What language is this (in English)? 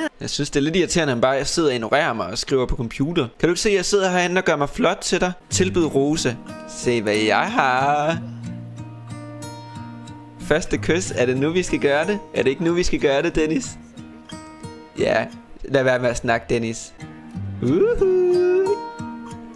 Danish